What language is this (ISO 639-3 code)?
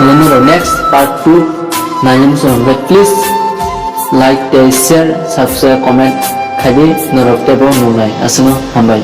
trp